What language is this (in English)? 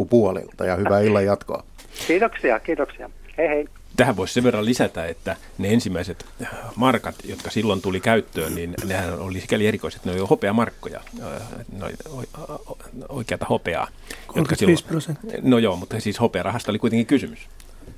Finnish